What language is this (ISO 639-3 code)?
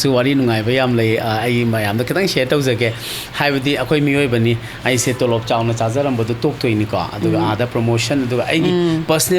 mni